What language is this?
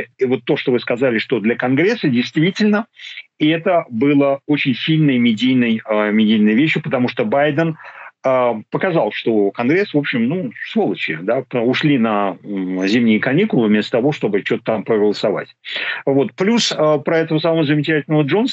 Russian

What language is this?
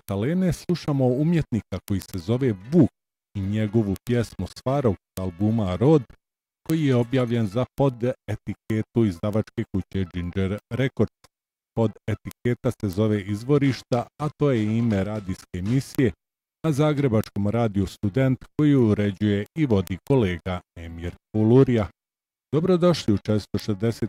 Croatian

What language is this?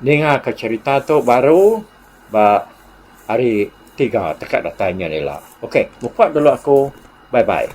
Iban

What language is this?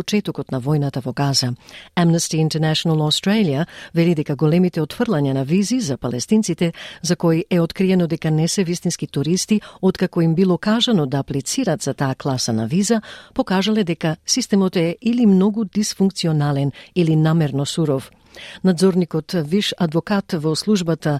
Macedonian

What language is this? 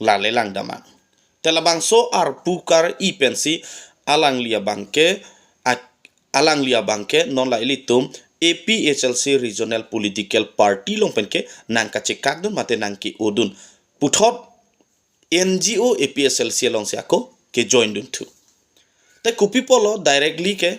Karbi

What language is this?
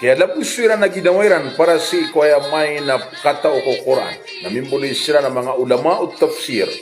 Maranao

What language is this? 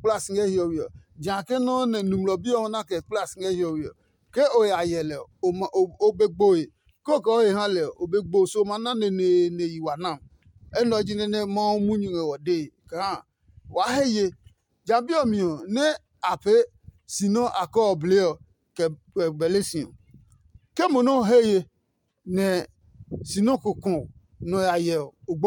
Adangme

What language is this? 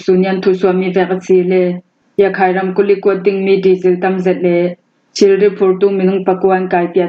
Falam Chin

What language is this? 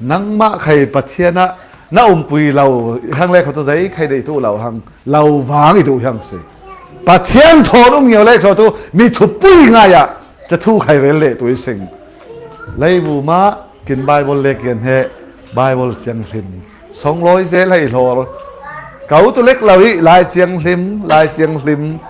Falam Chin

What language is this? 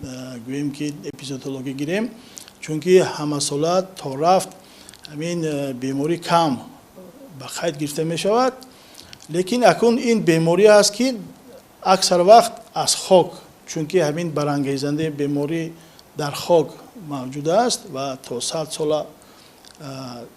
Tajik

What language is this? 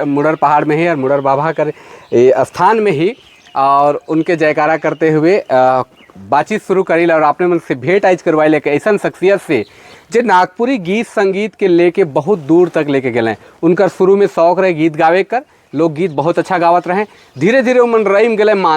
Sadri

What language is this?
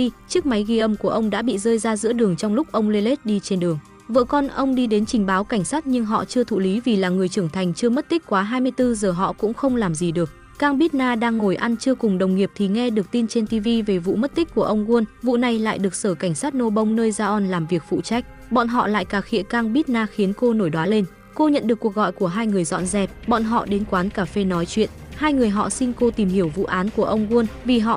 Vietnamese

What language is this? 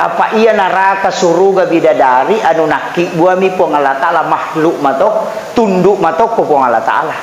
Buginese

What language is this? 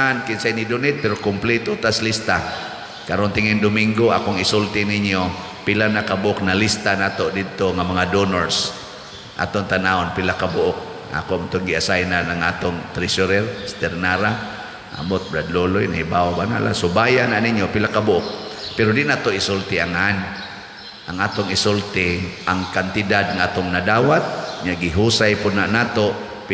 Cebuano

